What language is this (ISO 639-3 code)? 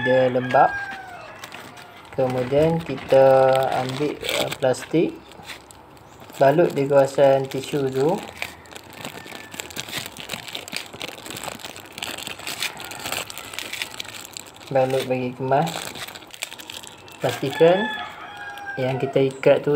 msa